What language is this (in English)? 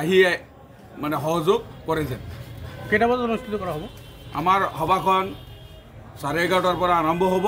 Assamese